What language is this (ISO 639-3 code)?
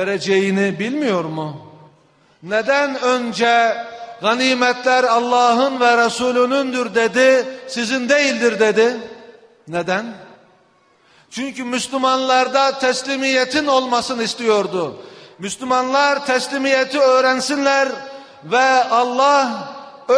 tur